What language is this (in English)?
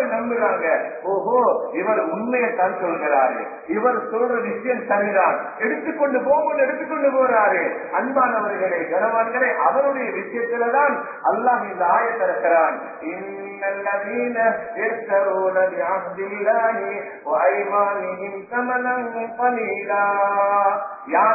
Tamil